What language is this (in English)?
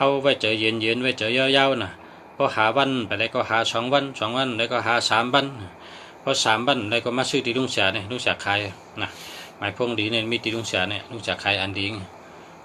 Shan